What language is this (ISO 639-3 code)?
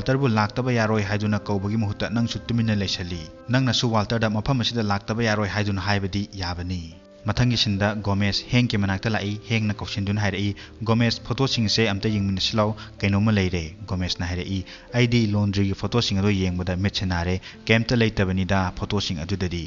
mni